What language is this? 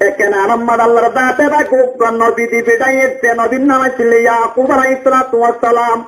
Rohingya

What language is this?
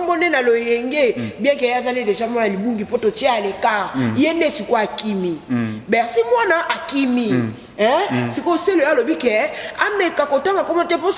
Lingala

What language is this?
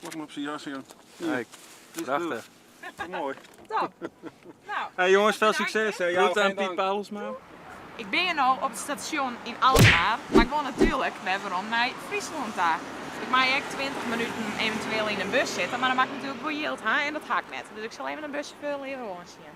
Western Frisian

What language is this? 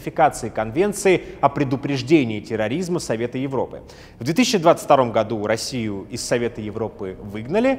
Russian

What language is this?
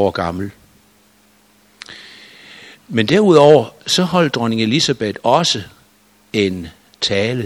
Danish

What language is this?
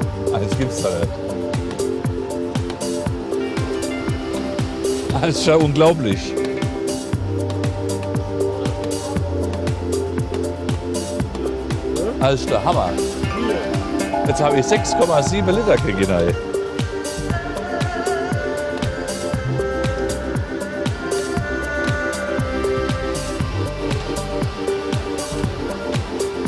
German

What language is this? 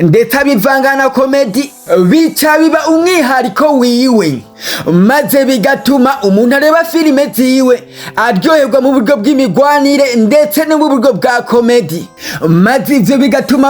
Rundi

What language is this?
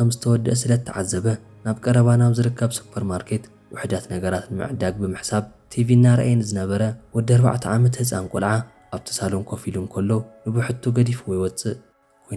Tigrinya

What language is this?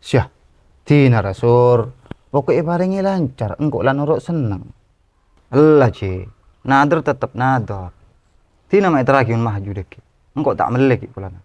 Madurese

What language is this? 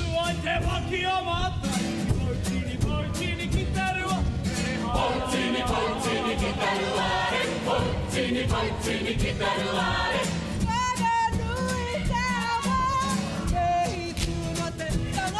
Māori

